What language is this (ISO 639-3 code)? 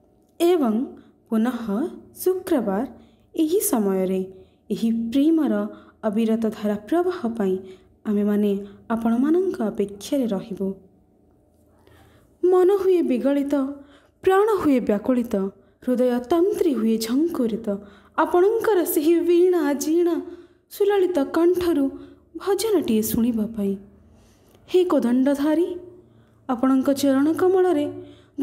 ori